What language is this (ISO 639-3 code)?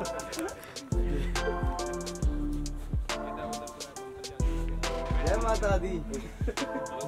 pan